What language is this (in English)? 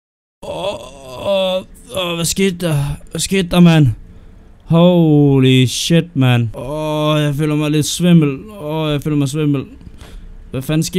Danish